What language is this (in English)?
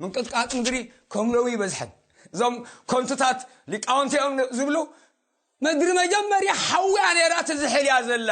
Tigrinya